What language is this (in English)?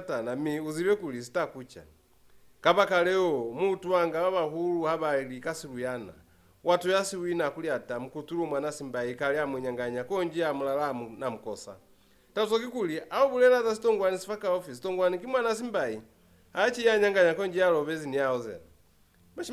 Lozi